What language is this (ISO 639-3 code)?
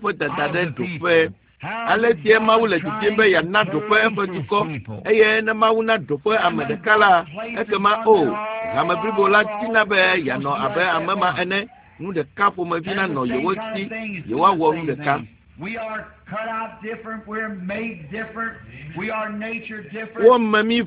ewe